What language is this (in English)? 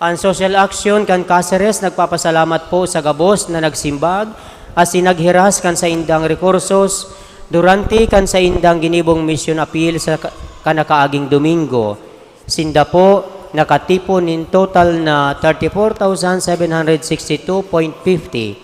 Bikol